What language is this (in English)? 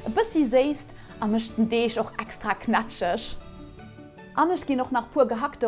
Luxembourgish